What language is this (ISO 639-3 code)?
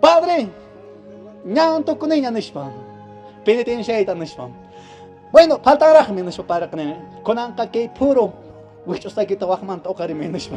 que